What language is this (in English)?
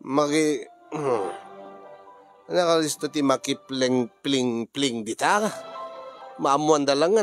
Iloko